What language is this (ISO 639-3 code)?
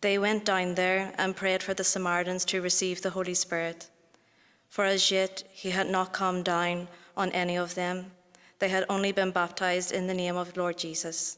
eng